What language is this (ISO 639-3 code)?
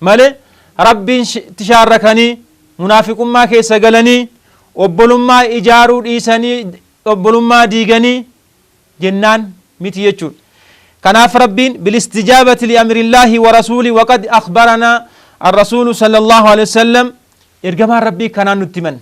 orm